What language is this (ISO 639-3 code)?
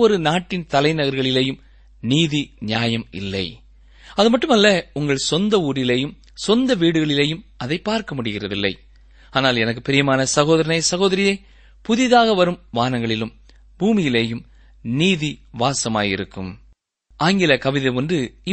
tam